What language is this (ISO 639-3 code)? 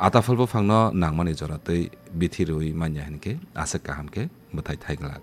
trp